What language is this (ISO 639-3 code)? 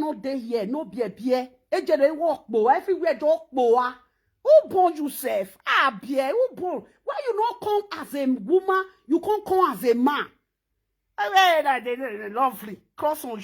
pcm